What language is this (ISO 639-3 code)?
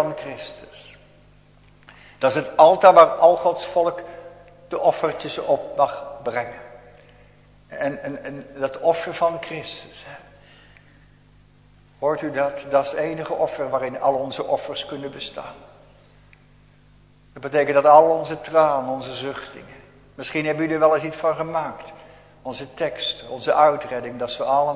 nld